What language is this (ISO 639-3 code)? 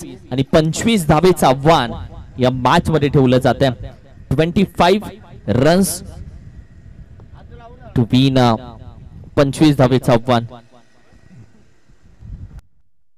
mar